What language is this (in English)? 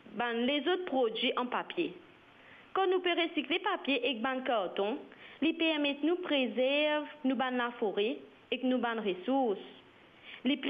Morisyen